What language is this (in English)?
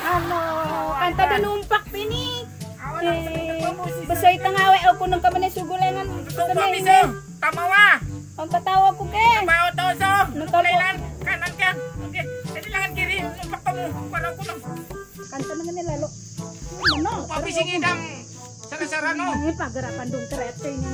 Sasak